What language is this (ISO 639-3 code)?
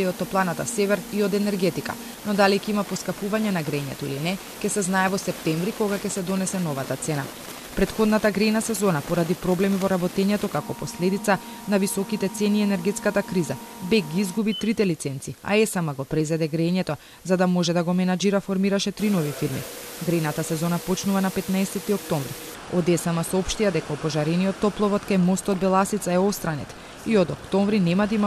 mkd